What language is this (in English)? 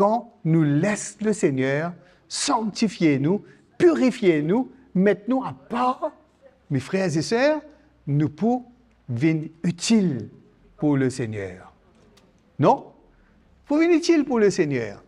Morisyen